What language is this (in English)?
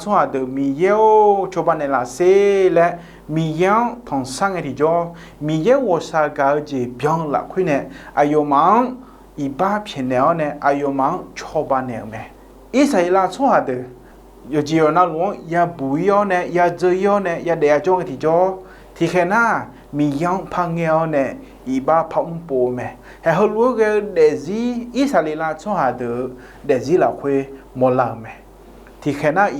Akha